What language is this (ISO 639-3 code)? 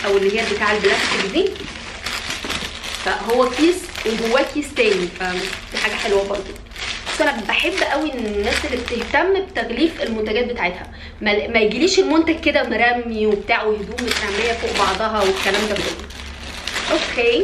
arz